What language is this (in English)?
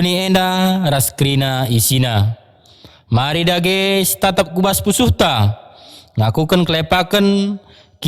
Batak Karo